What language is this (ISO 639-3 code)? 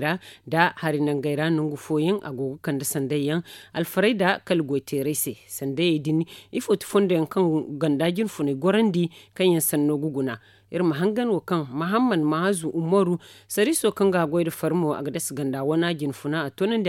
dje